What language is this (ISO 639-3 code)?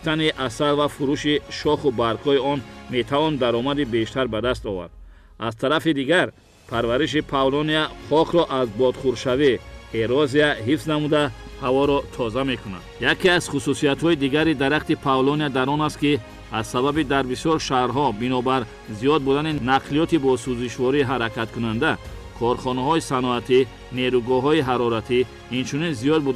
tgk